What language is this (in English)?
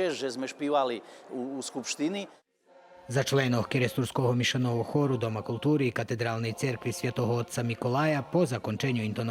Rusyn